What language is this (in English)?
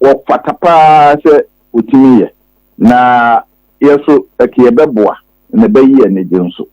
Akan